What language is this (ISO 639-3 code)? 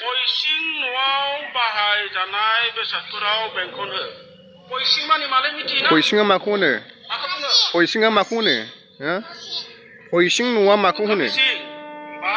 brx